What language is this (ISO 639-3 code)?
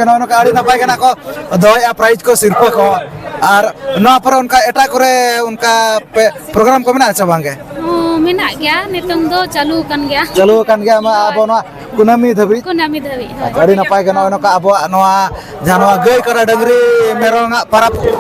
sat